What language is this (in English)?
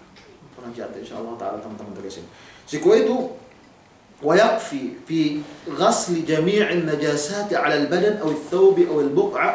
Yakan